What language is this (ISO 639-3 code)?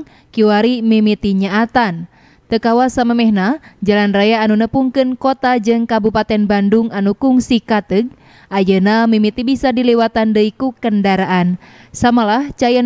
sun